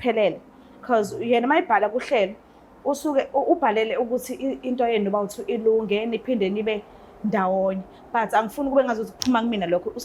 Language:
Zulu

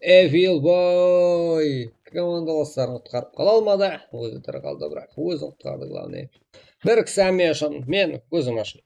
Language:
Kara-Kalpak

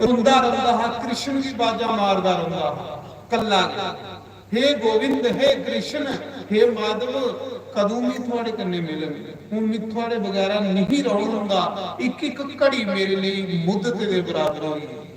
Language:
Dogri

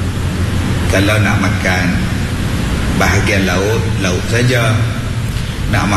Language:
Malay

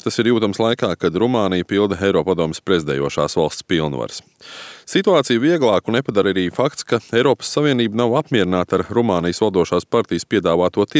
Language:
Latvian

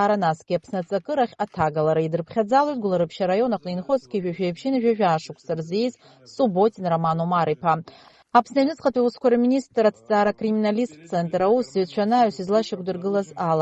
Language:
Abkhazian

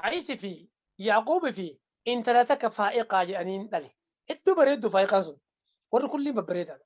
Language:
Oromo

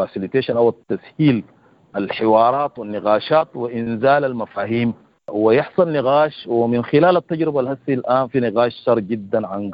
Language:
Sudanese Arabic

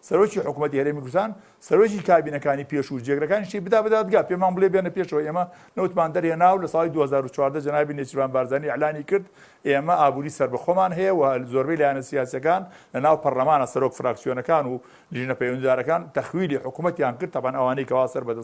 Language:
Central Kurdish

